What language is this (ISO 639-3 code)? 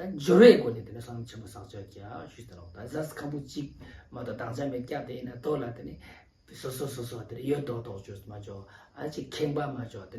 lbj